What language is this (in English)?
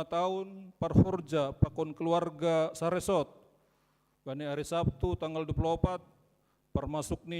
Batak Simalungun